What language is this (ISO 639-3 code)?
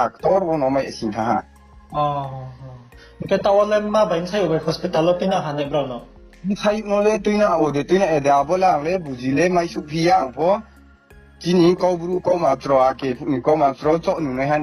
ria